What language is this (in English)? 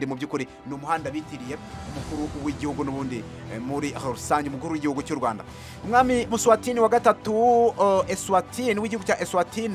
Kinyarwanda